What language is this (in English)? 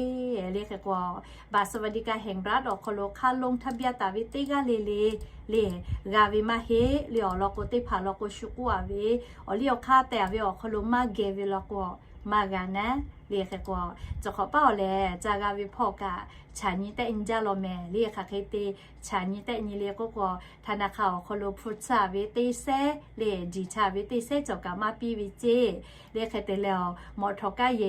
Lahu